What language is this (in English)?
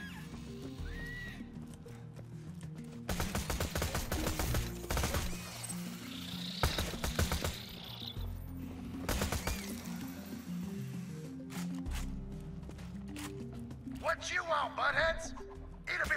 English